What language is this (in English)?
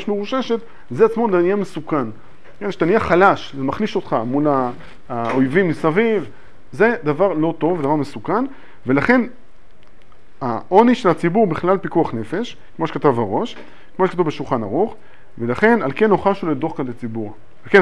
Hebrew